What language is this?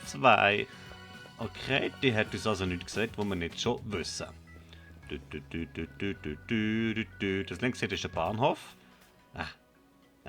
Swiss German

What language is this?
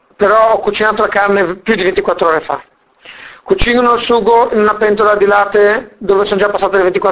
Italian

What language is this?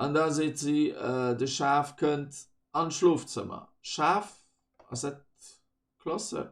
Luxembourgish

